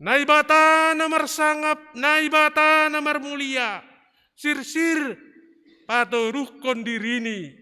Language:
Batak Simalungun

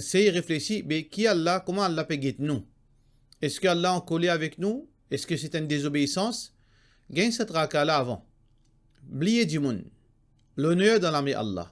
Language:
Morisyen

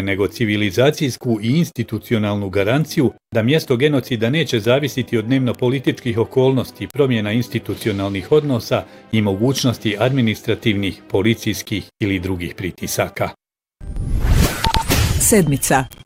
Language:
Bosnian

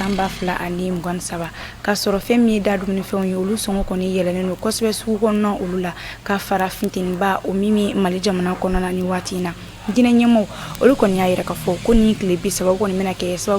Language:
Bambara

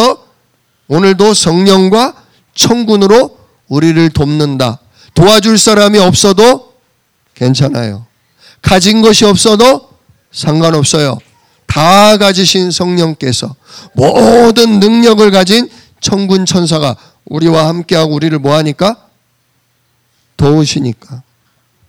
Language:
Korean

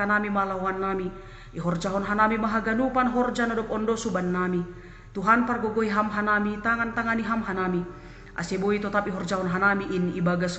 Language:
Batak Simalungun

